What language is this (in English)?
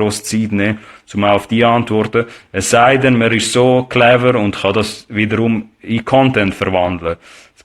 Swiss German